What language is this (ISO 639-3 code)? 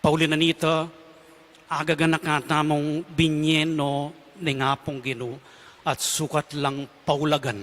pam